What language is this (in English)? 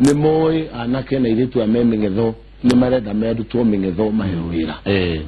Kikuyu